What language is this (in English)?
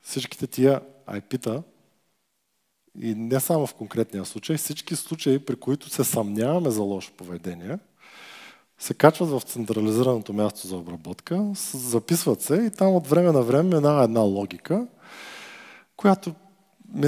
Bulgarian